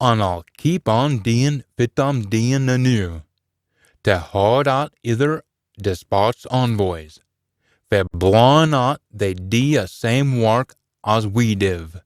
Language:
Scots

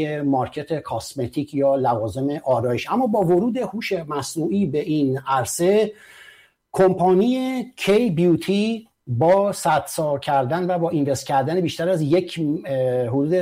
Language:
Persian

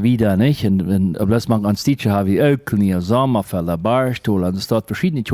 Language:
Plautdietsch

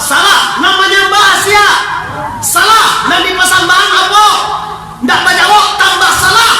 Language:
Minangkabau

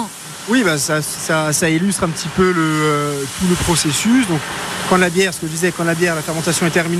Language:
French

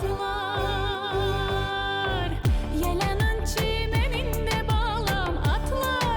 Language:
Crimean Tatar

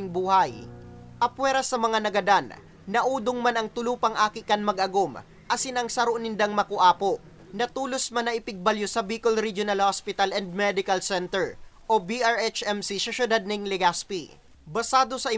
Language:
Bikol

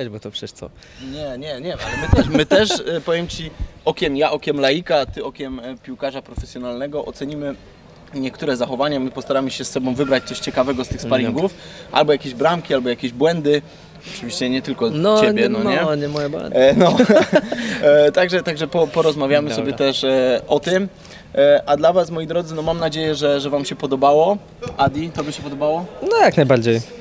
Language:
Polish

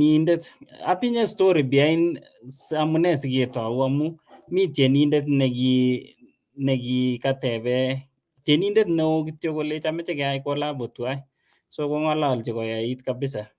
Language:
Kalenjin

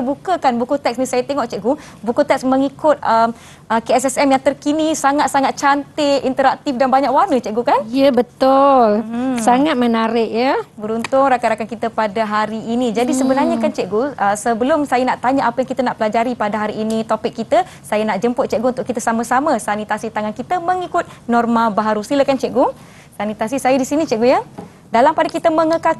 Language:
Malay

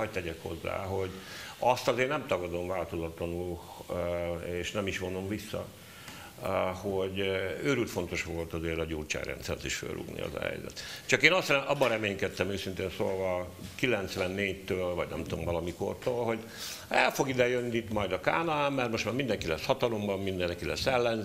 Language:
Hungarian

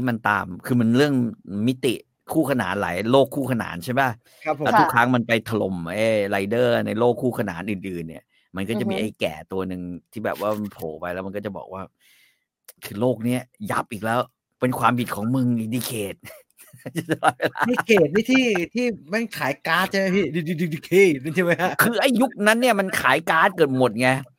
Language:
Thai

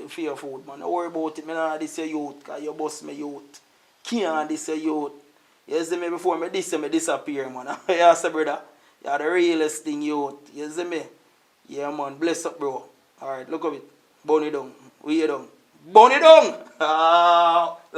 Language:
Jamaican Creole English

